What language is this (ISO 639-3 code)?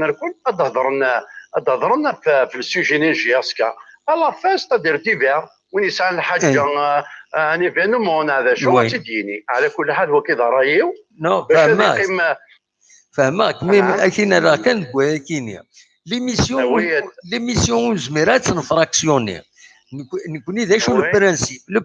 kab